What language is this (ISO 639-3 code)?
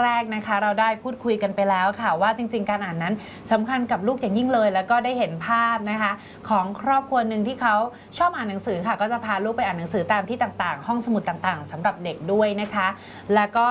tha